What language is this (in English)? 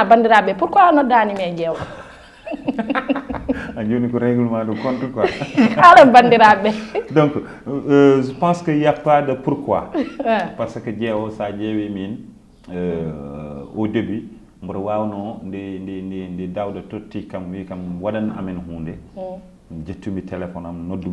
Fula